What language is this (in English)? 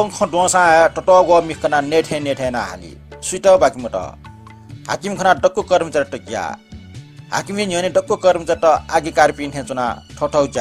Newari